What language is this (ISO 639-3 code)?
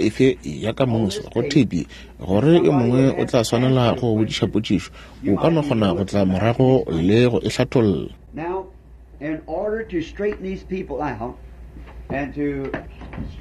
nso